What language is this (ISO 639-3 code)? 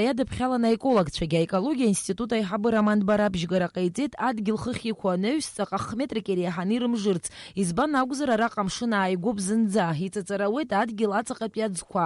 abk